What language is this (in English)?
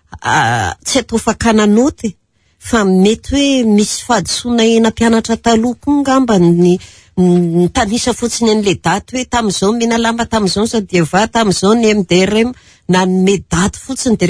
Malagasy